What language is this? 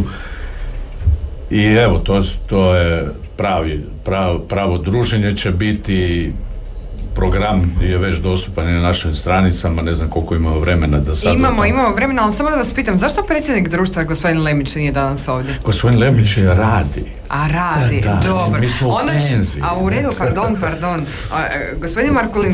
Croatian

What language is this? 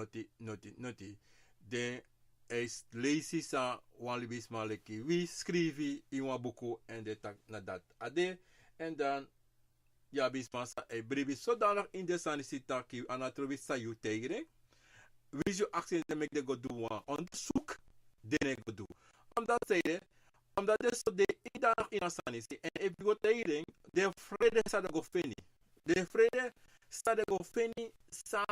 Sranan Tongo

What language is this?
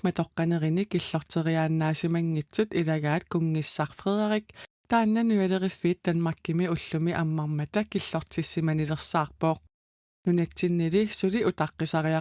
Kalaallisut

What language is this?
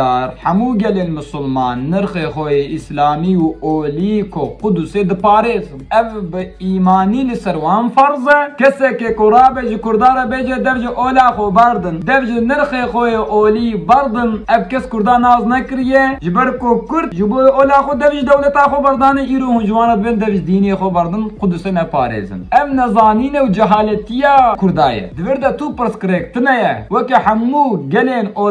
Kurdish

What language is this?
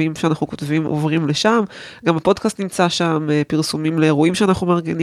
Hebrew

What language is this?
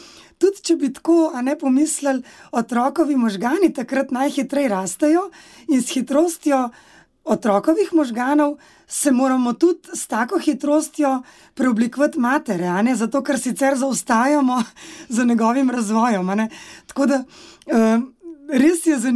Slovenian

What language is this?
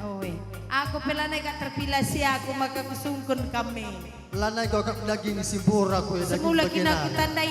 Batak Karo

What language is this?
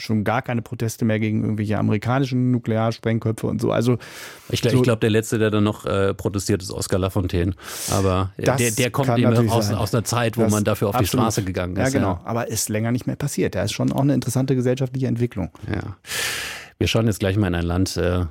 German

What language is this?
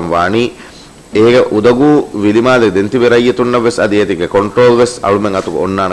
Divehi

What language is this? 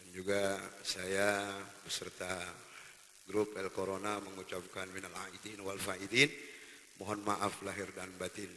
Betawi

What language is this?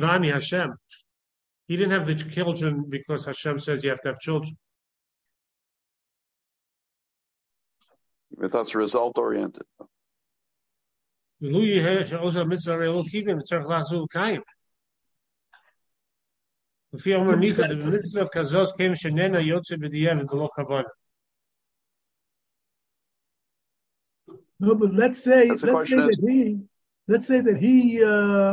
English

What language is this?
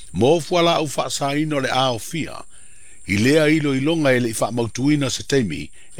Samoan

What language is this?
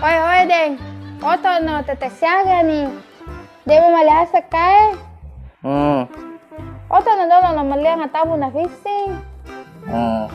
Buginese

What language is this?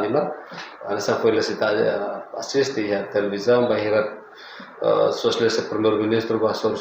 Tetum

